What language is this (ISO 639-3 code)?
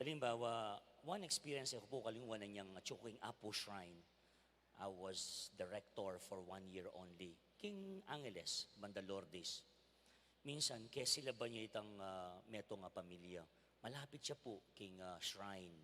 pam